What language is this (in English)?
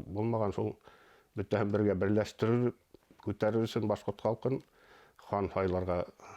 Bashkir